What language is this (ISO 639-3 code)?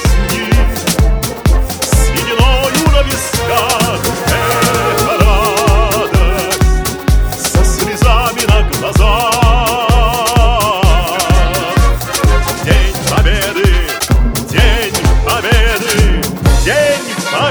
rus